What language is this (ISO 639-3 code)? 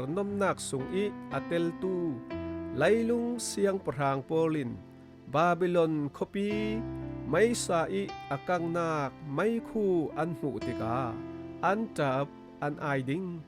cfm